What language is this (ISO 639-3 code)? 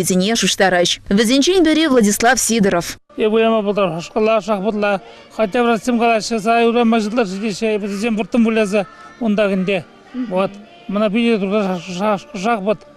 chv